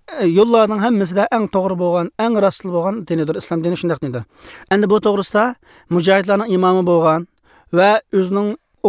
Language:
Uyghur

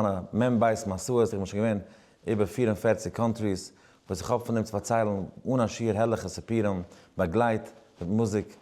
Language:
Yiddish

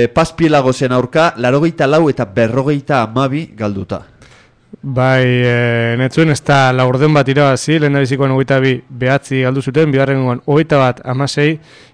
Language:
Basque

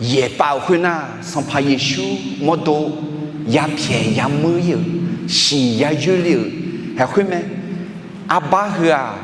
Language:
Akha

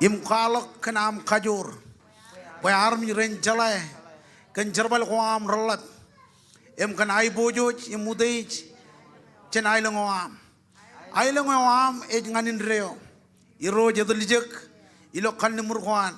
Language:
Marshallese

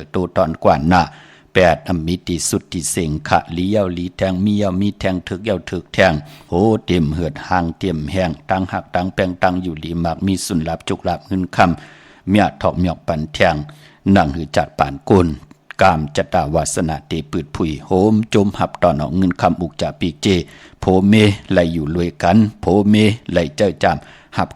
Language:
Shan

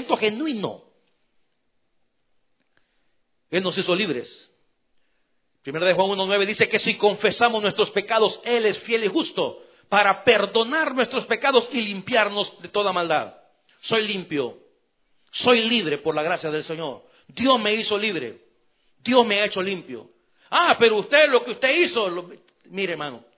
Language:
Spanish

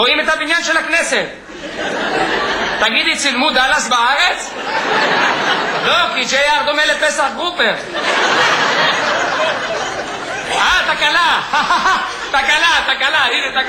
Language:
Hebrew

